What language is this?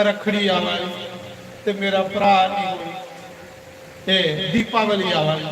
Dogri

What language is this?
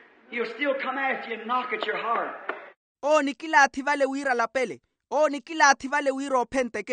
Makhuwa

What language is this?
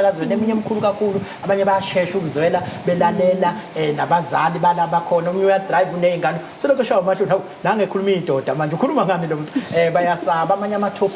Zulu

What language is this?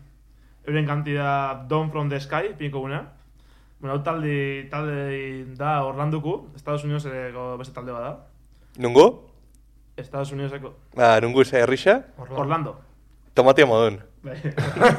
Basque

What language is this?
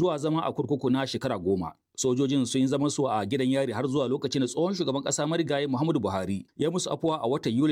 Hausa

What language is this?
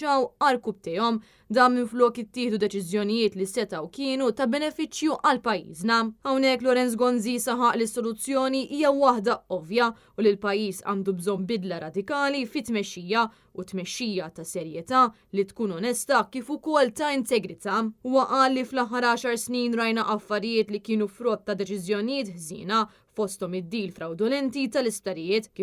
Maltese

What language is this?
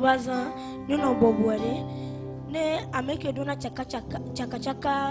Ewe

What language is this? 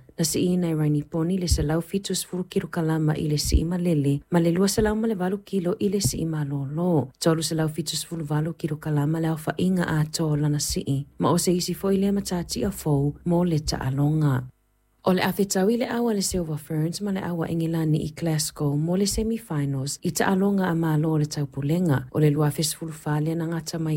Samoan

